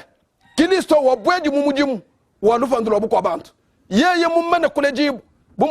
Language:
Luba-Lulua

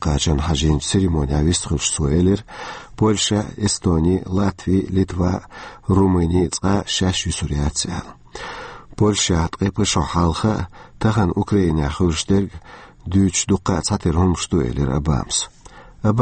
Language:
Chechen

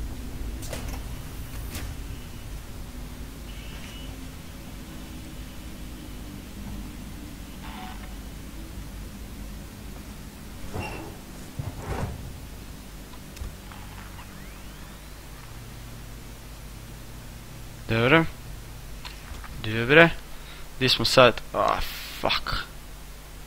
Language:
Croatian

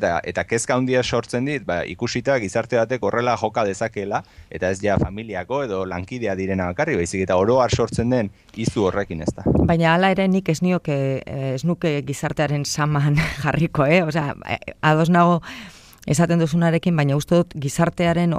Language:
Basque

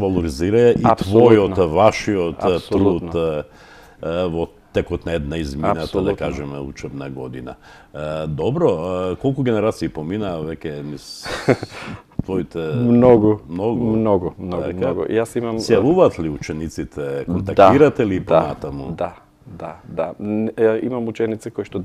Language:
Macedonian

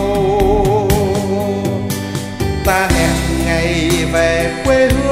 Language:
Vietnamese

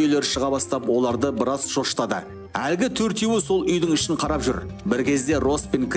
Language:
Kazakh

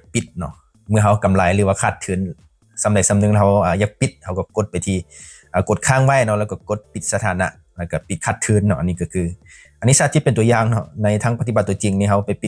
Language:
Lao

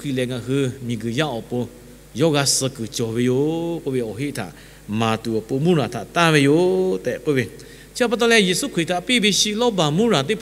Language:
Lahu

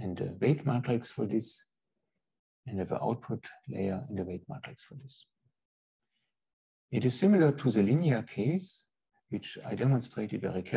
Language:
English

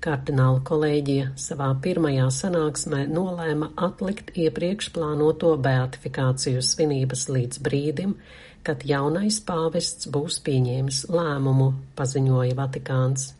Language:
Latvian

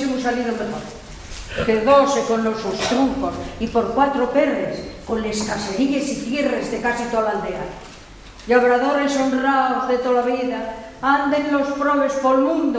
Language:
Asturian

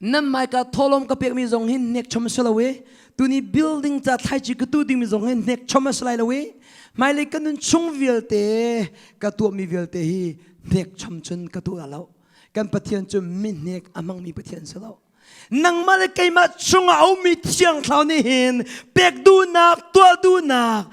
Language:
Hakha Chin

